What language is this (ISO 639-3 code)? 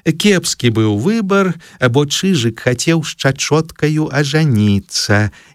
bel